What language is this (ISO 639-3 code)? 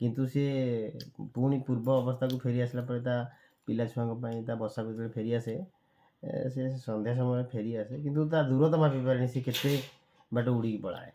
ori